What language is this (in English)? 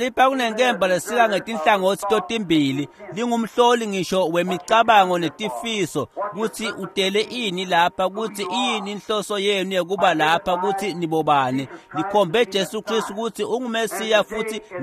Swati